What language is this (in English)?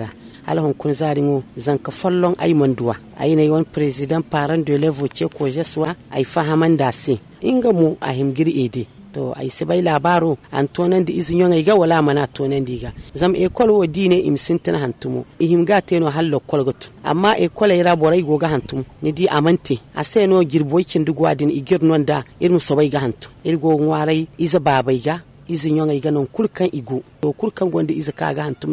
Zarma